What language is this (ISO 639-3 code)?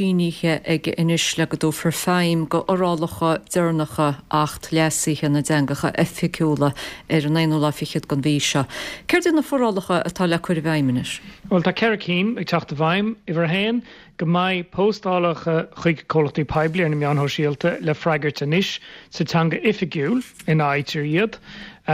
gle